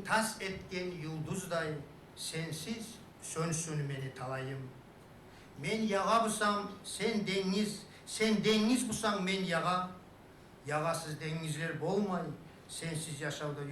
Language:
Kumyk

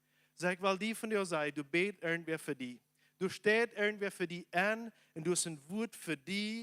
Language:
Plautdietsch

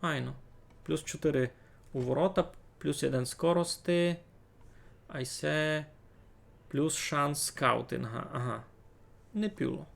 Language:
Rusyn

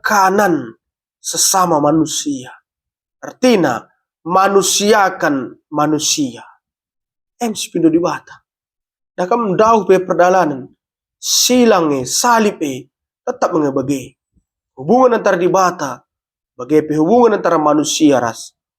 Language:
Batak Karo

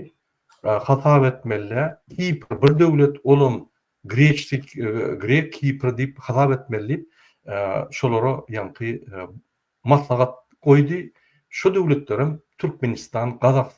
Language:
Turkmen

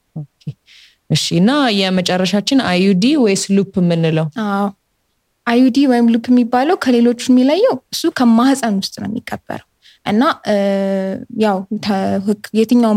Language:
Amharic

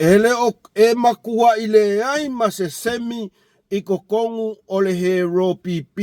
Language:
Samoan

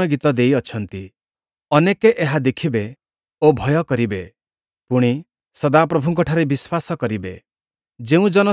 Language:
Odia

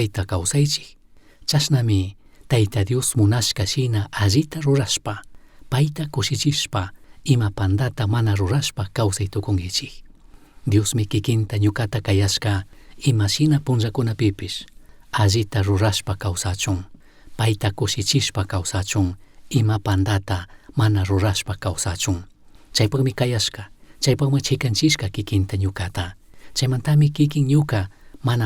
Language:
Chimborazo Highland Quichua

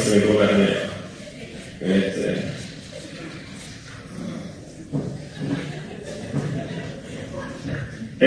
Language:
Finnish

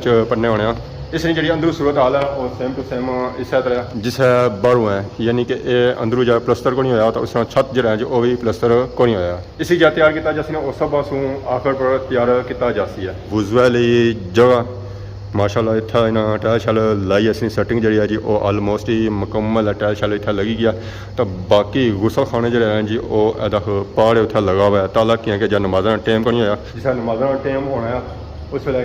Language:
Pahari-Potwari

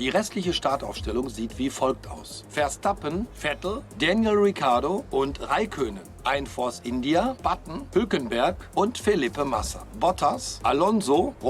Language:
Swiss German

